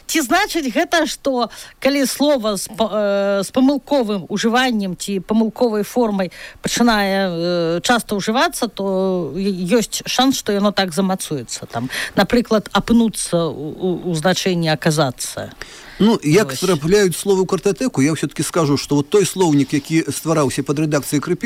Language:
Belarusian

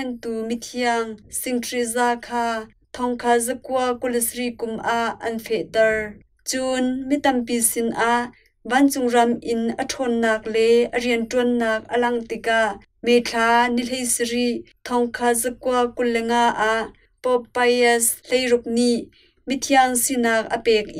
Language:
Hakha Chin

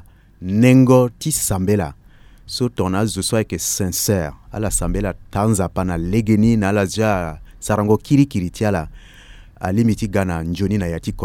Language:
Sango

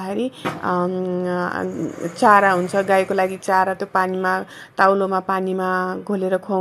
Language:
Nepali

